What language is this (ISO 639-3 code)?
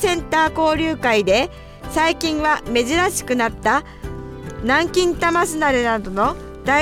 jpn